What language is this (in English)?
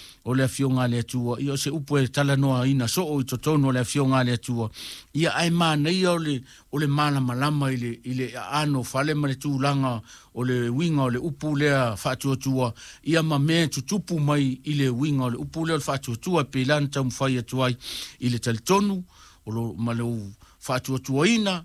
Samoan